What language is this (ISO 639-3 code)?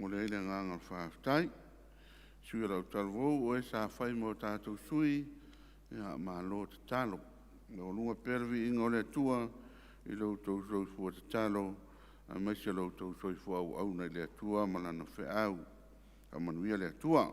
smo